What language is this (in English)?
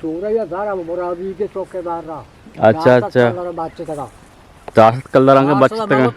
Eastern Balochi